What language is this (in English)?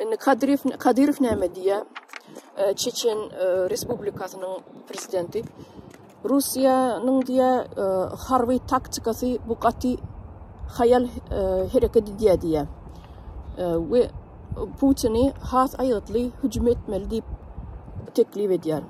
Turkmen